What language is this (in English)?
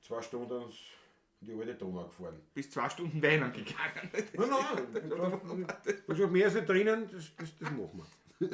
Bavarian